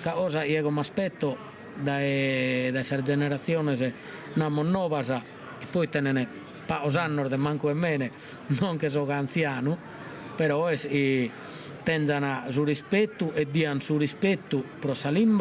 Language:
Sardinian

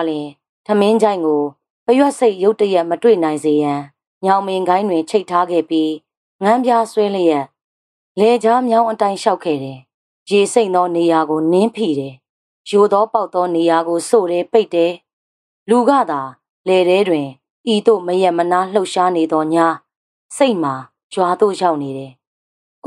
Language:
Burmese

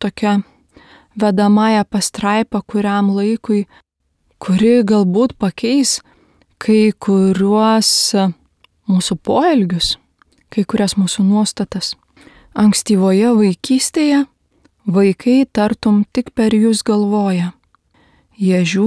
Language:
Lithuanian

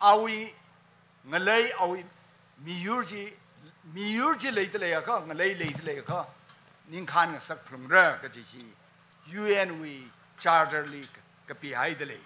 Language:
Tangkhul Naga (India)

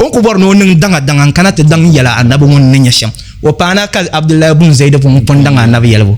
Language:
Dagbani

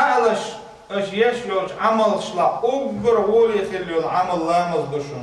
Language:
Chechen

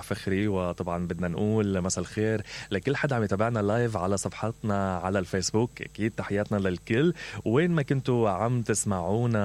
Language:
Mesopotamian Arabic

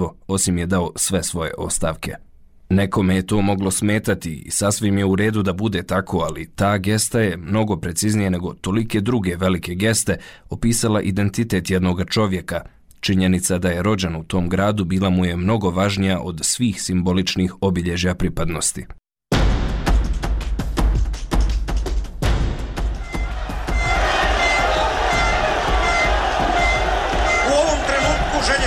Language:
Bosnian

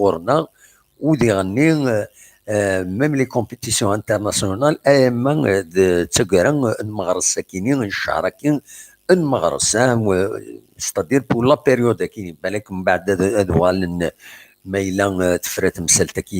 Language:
Kabyle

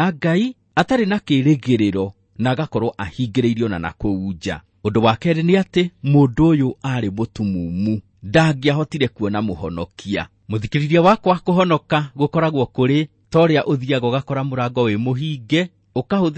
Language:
Kikuyu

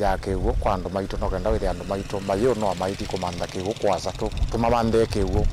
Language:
Kamba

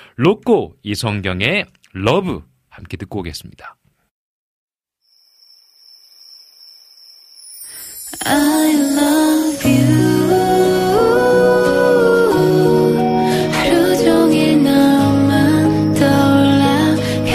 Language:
Korean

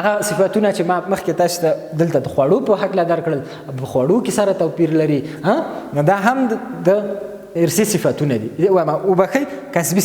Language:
Pashto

